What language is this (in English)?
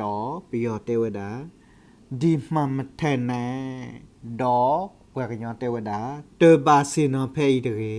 S'gaw Karen